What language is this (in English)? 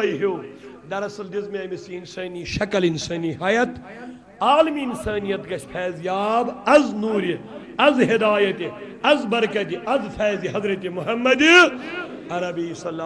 Kashmiri